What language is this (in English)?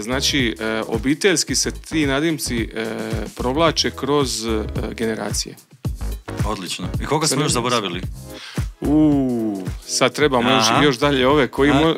Croatian